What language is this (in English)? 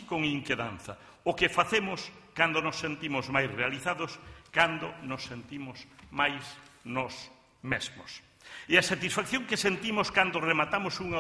Galician